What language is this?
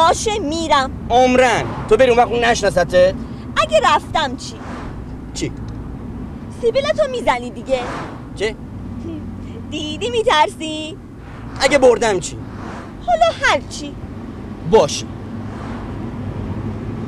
Persian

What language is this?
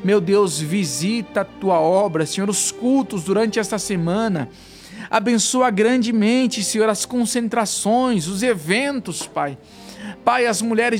Portuguese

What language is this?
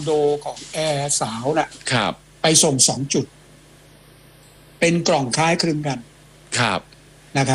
Thai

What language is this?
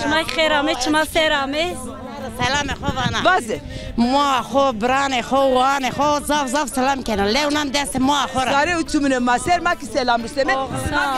Zaza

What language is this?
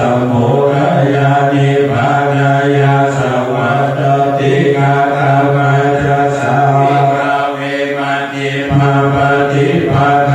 Pali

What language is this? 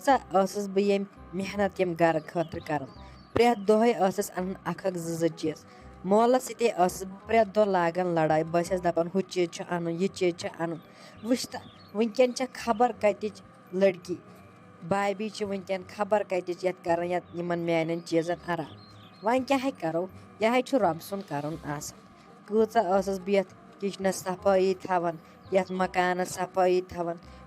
Kashmiri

